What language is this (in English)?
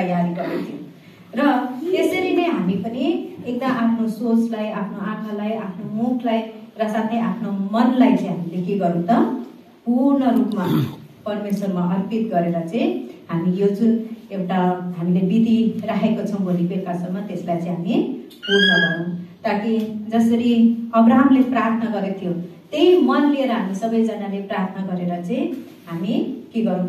Nepali